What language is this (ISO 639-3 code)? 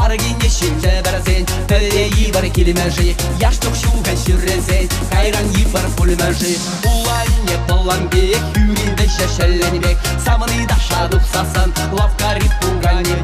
chv